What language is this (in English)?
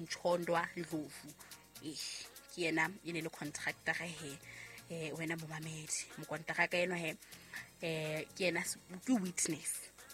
Southern Sotho